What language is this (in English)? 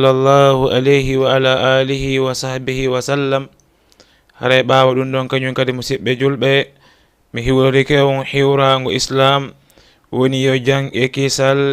Fula